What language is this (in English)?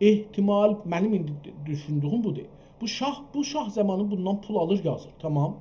South Azerbaijani